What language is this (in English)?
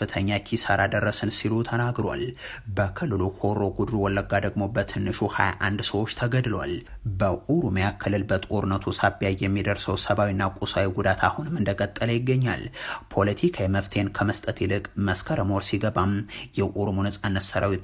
Amharic